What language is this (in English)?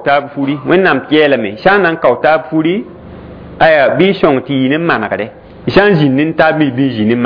Mossi